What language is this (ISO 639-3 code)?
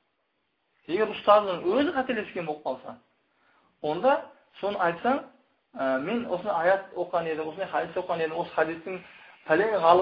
kaz